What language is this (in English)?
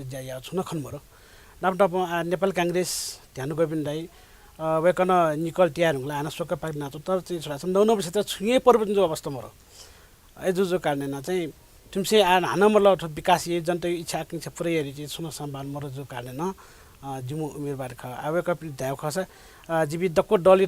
Newari